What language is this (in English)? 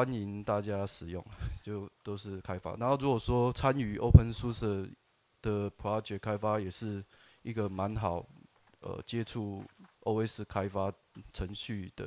Chinese